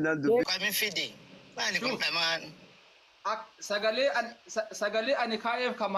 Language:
Oromo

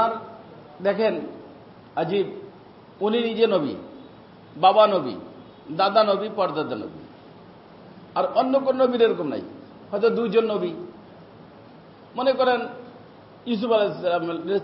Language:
Bangla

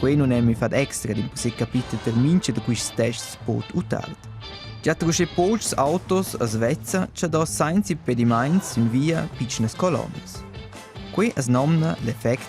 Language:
Romansh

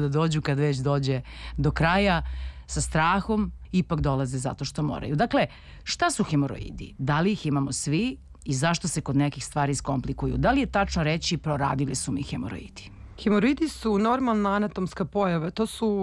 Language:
Serbian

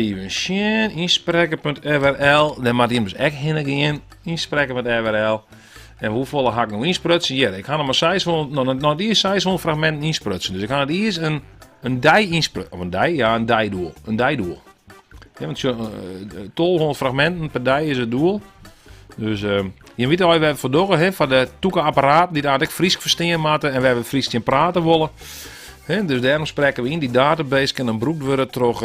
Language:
Western Frisian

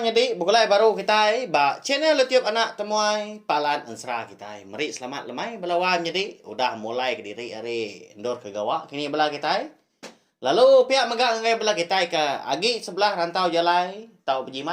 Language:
Iban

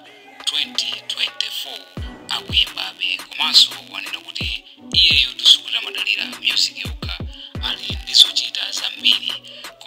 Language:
Nyanja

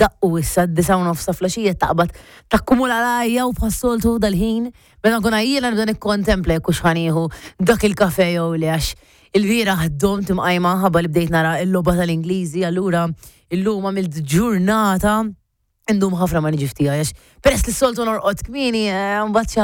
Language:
Maltese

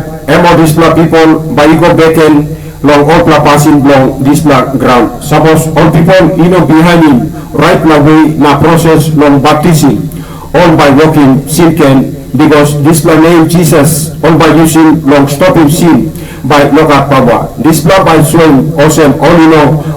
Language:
Tok Pisin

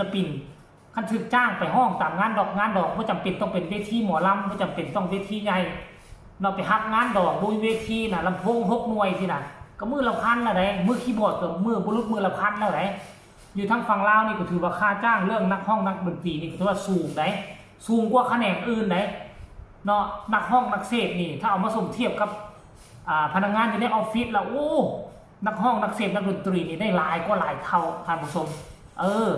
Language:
Northeastern Thai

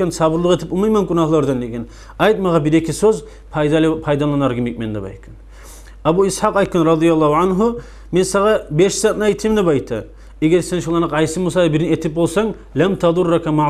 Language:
Kumyk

